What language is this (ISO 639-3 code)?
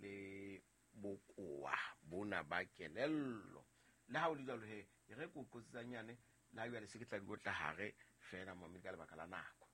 sot